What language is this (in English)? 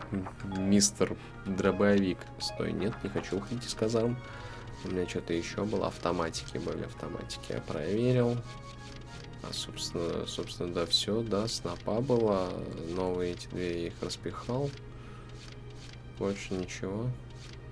Russian